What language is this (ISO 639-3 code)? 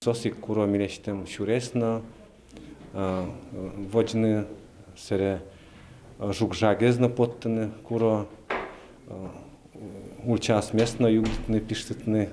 udm